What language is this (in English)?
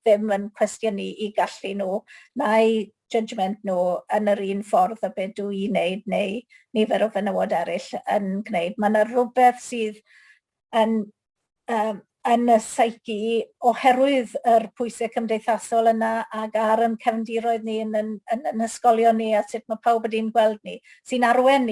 Welsh